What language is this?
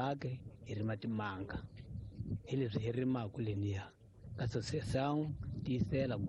Tsonga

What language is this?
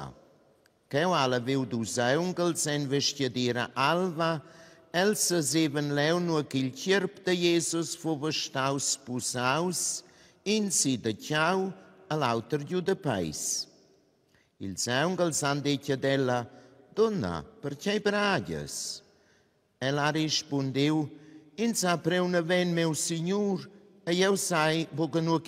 Romansh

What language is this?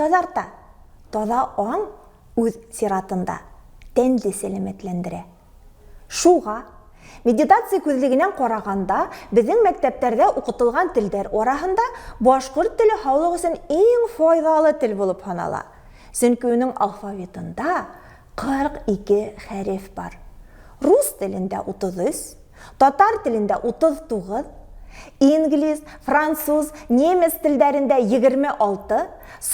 Bashkir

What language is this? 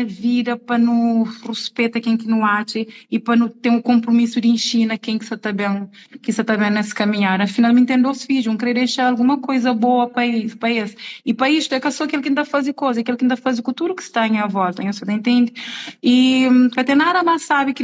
Kabuverdianu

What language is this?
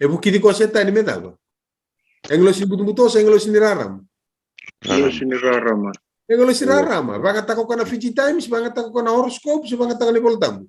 Fijian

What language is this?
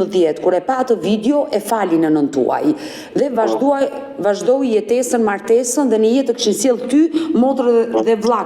Albanian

